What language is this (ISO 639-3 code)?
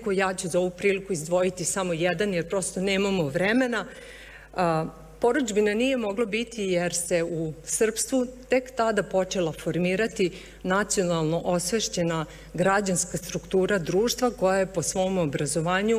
srp